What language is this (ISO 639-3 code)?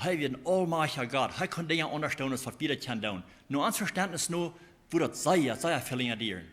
pdt